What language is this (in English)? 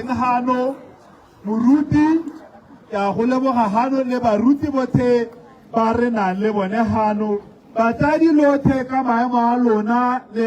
Tswana